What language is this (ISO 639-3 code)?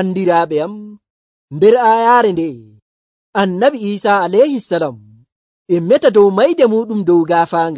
fuv